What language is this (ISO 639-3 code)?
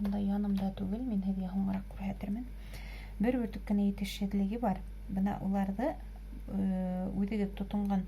bak